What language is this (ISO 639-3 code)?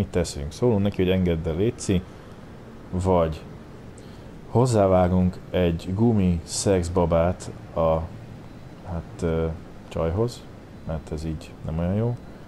hun